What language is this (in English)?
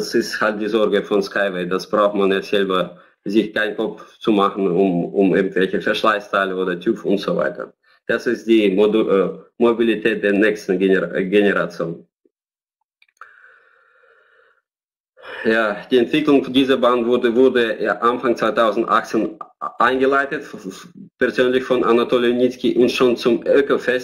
German